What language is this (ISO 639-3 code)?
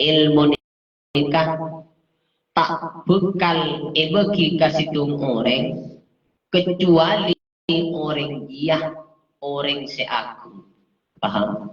mad